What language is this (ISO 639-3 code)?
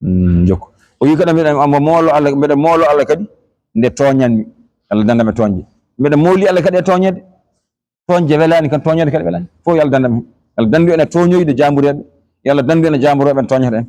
ful